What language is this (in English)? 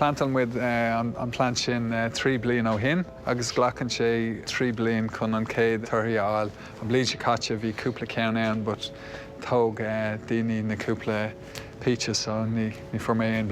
Irish